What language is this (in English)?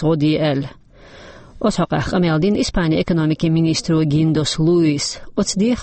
Chechen